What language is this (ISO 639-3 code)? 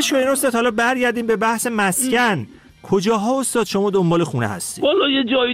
fas